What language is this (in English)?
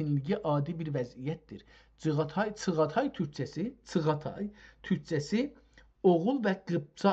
South Azerbaijani